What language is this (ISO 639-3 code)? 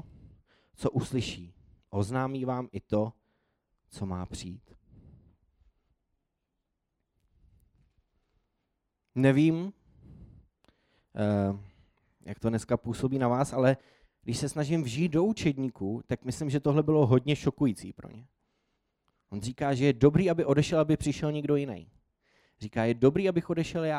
ces